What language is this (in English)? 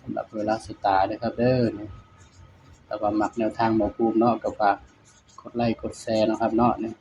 Northeastern Thai